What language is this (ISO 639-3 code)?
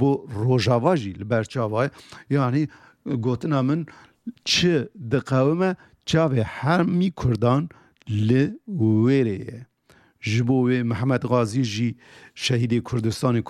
kur